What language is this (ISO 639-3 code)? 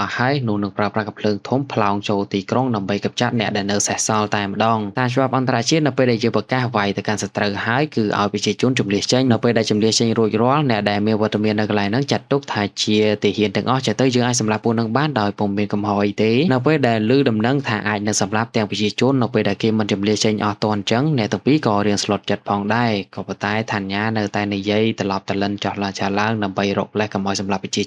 khm